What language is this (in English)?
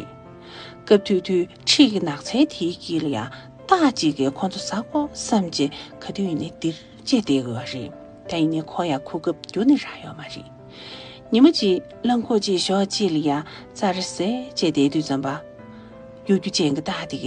Tibetan